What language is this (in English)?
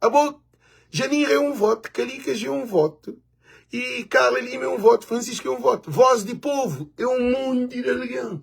Kabuverdianu